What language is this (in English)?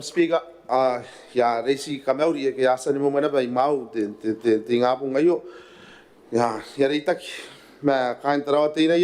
Gilbertese